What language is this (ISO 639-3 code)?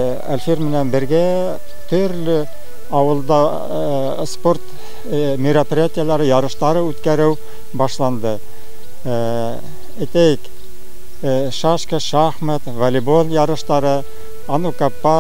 bak